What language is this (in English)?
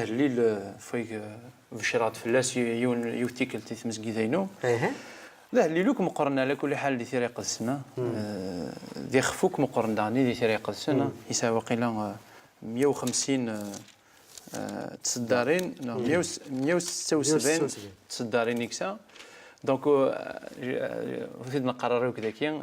Kabyle